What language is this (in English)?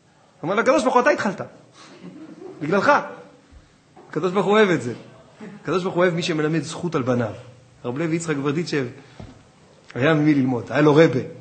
Hebrew